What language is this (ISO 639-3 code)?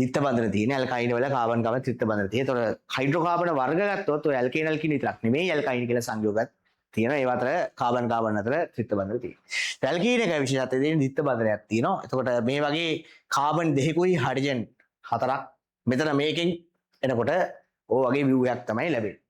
sin